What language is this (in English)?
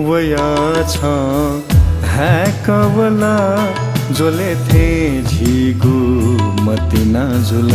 Newari